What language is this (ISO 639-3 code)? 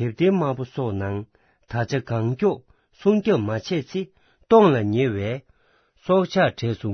bod